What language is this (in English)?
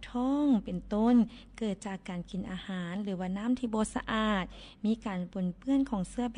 Lao